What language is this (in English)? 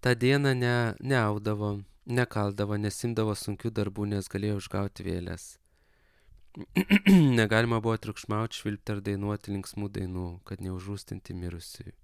Lithuanian